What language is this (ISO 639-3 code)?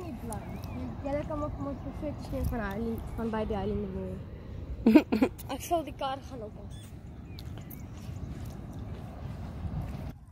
afr